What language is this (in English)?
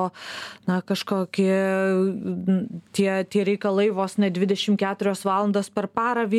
Lithuanian